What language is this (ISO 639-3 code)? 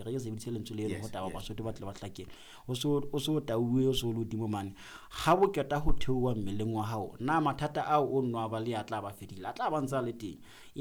sot